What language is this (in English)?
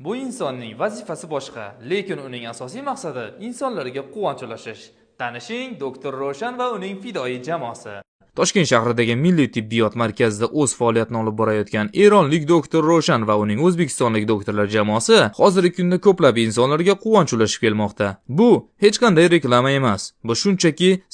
Uzbek